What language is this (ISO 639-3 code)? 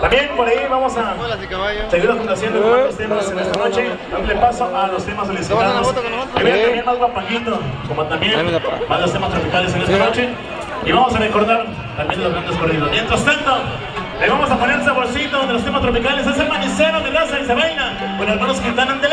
spa